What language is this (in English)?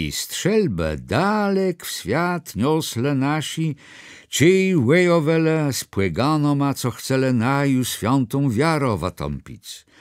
Kashubian